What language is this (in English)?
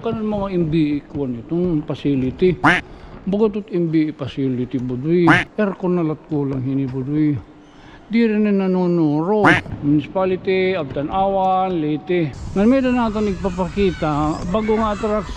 Waray